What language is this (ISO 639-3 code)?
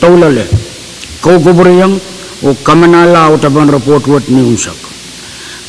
pon